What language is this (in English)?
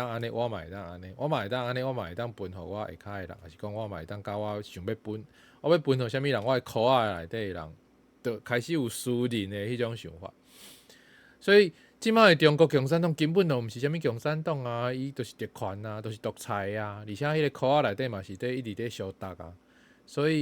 Min Nan Chinese